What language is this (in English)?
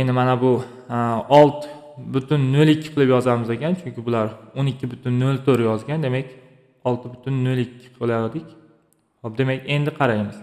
Uzbek